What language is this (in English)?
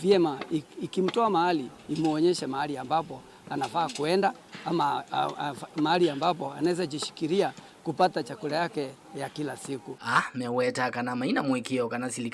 Kamba